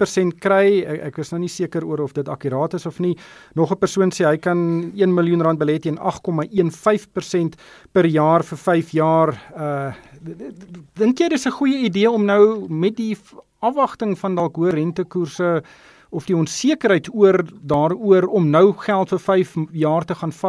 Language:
Afrikaans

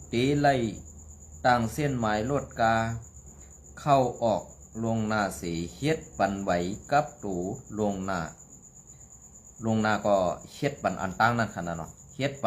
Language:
Shan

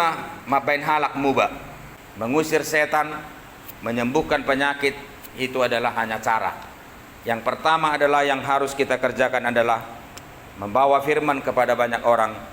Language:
Batak Toba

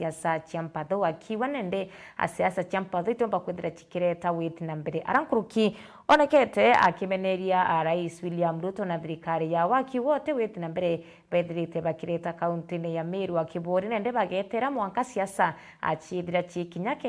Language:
Meru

